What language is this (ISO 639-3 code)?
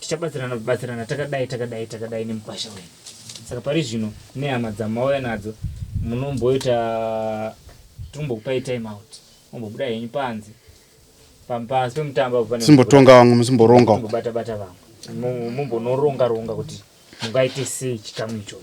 sna